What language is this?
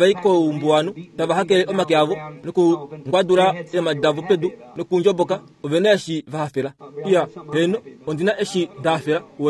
Kuanyama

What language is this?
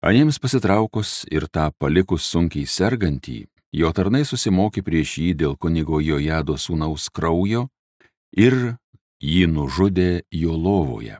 Lithuanian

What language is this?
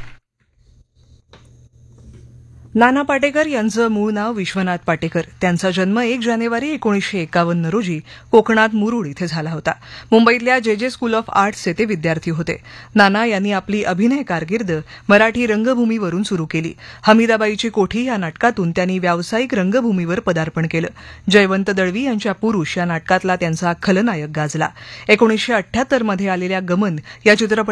Marathi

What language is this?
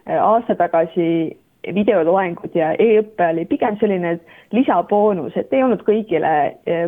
Estonian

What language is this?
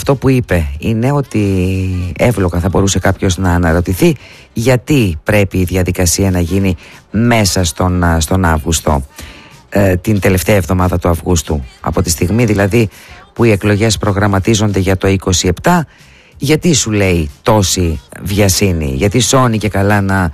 Greek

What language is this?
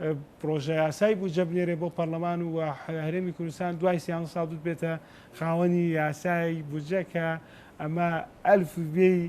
Central Kurdish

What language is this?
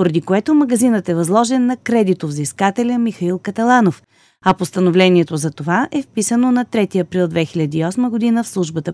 Bulgarian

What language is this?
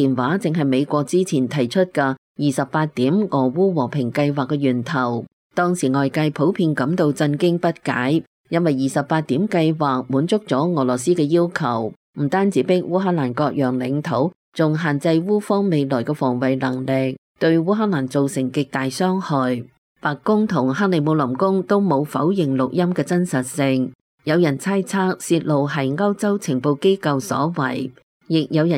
Cantonese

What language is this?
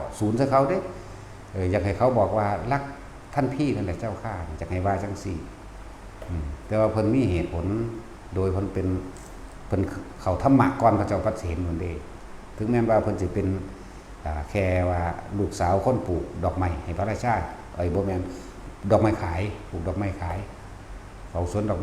Northeastern Thai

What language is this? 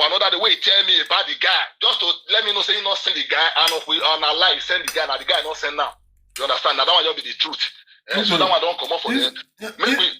Nigerian Pidgin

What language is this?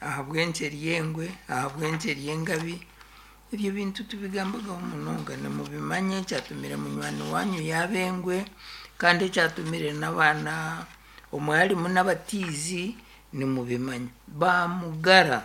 Nyankole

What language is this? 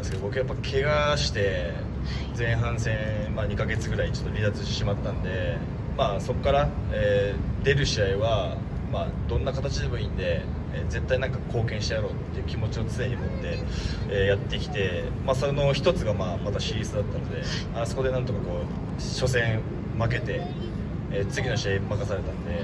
Japanese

